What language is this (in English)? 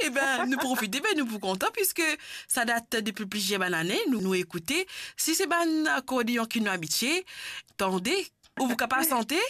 Morisyen